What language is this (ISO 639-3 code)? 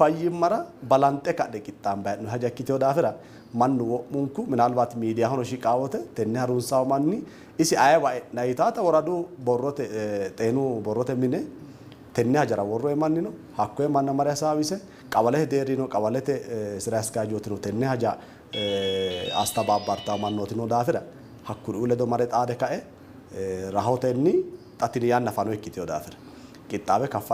sid